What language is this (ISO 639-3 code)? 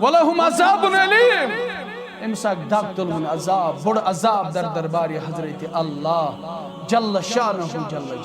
kas